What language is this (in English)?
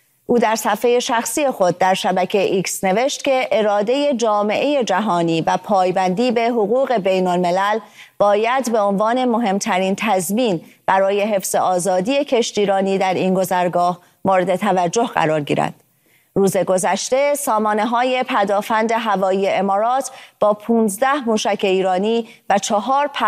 Persian